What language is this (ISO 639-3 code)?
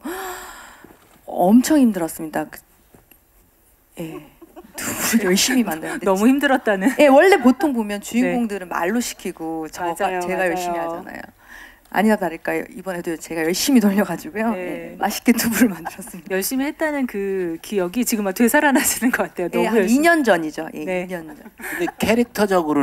kor